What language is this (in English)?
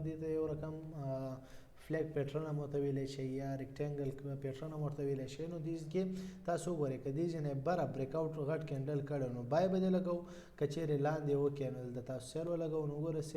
Pashto